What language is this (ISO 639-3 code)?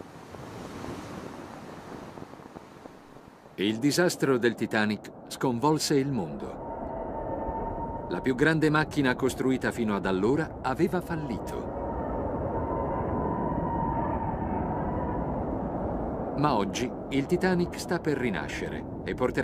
ita